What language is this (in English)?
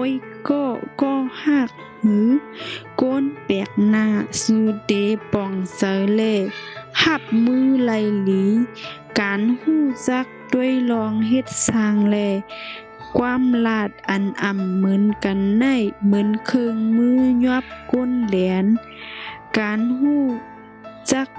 Shan